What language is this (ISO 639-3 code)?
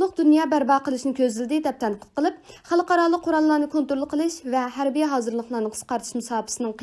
uig